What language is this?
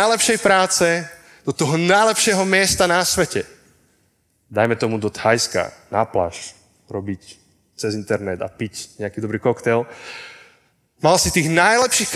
Slovak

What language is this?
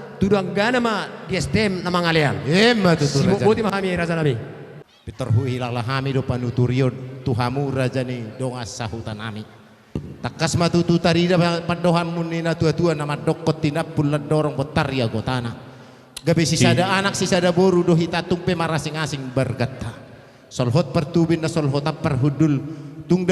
Batak Toba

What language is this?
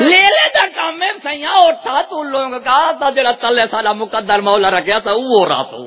Saraiki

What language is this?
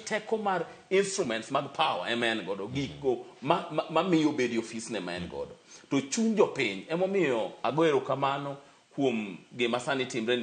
Luo (Kenya and Tanzania)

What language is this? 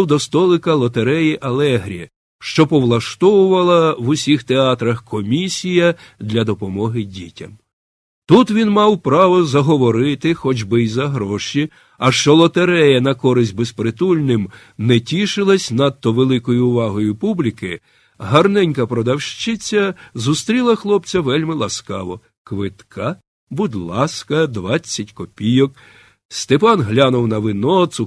Ukrainian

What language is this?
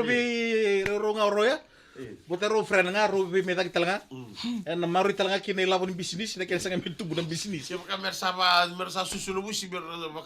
Fijian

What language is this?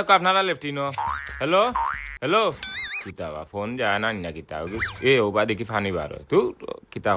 Sylheti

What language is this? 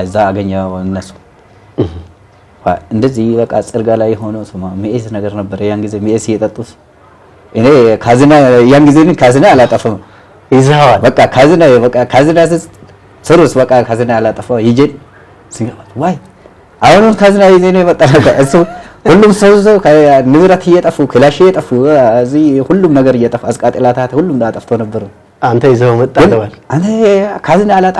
Amharic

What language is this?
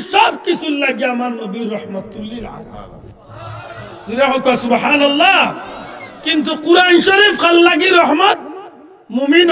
Sylheti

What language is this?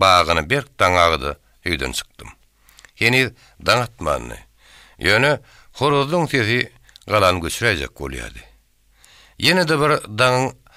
Turkmen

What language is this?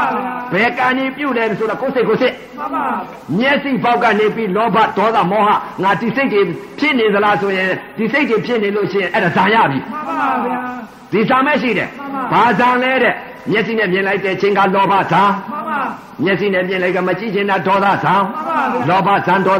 Burmese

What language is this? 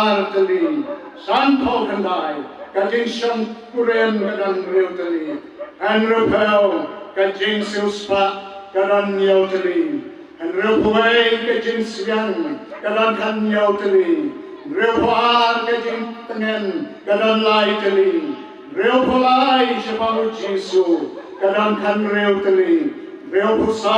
Khasi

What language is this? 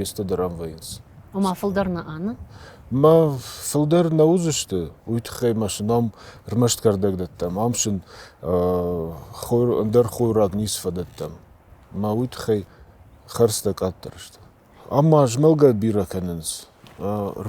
Ossetic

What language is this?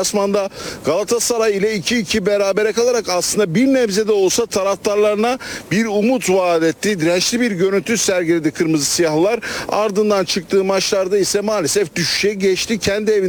Turkish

